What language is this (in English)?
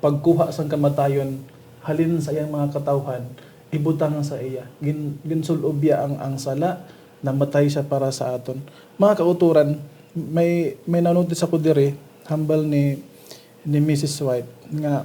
Hiligaynon